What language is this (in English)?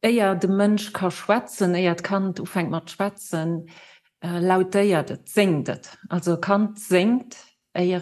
Luxembourgish